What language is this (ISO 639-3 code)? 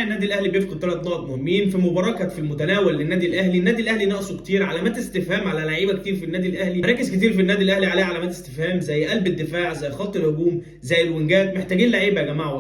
arz